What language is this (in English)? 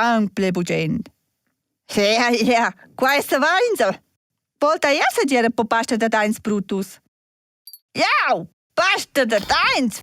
Romansh